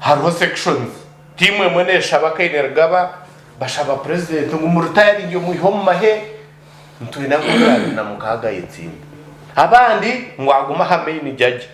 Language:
Nyankole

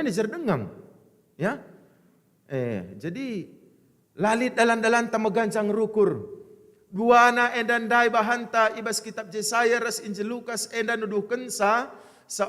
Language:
Batak Karo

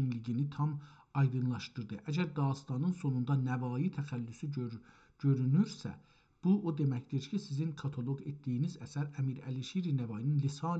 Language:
South Azerbaijani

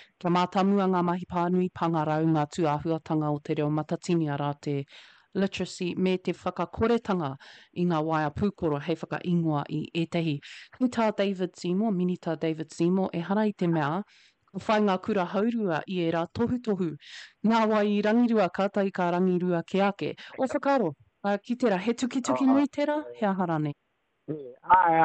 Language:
Māori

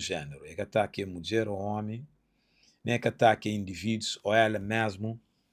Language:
Kabuverdianu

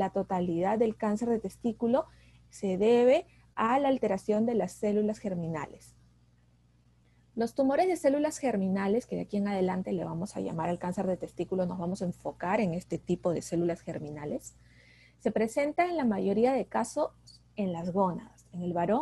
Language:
Spanish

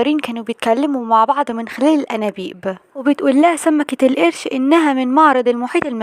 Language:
Egyptian Arabic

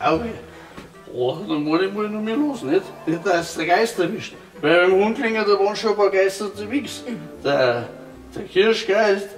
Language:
Bavarian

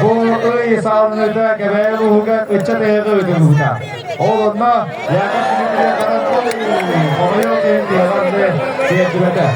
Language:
Yakut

